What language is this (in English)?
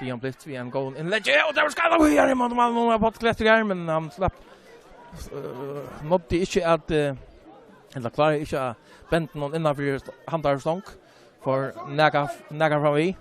Faroese